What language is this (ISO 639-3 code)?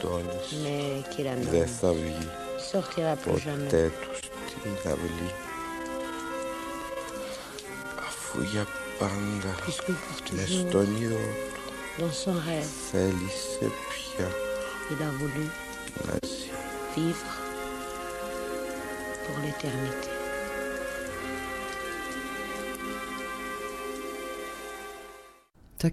ell